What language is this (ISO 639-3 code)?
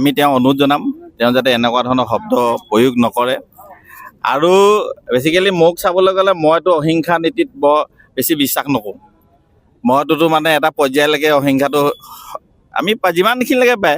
asm